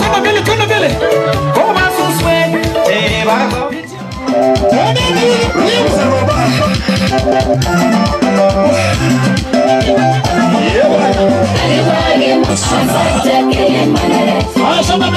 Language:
Swahili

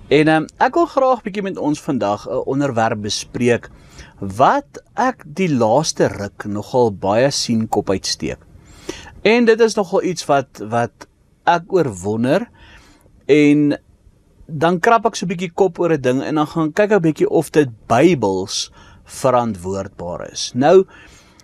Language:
Afrikaans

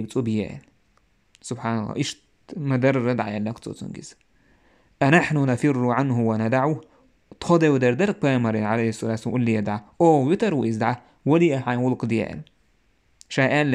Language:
Chechen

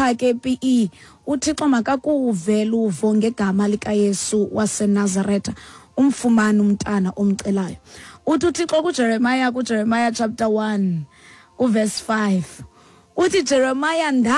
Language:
Xhosa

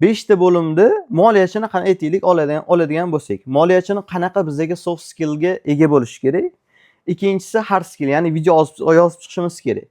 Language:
Uzbek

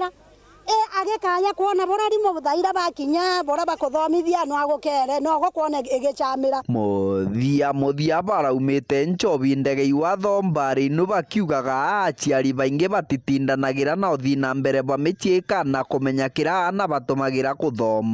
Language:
Meru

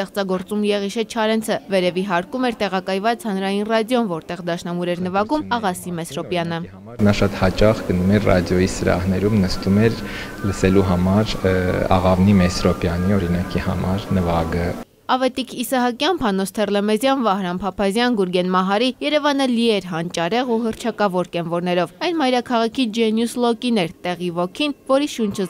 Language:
Armenian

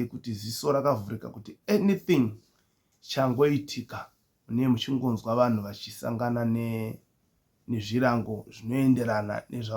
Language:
Shona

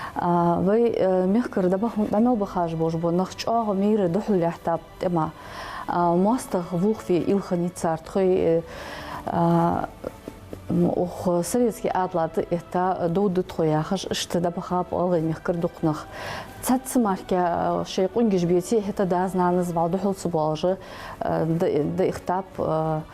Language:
Ingush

